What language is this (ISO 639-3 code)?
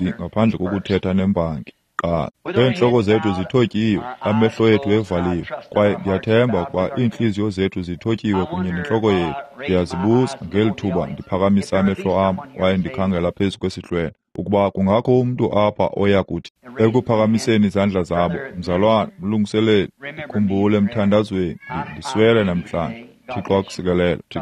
xho